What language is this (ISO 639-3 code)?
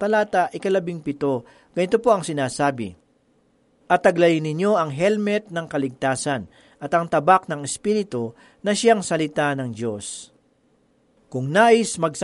fil